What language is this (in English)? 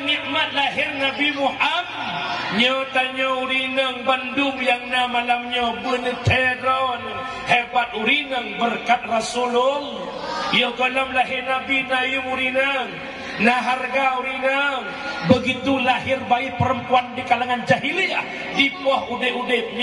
Achinese